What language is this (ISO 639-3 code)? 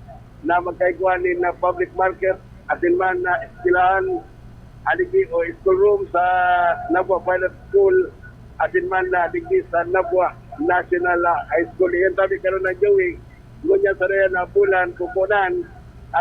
bik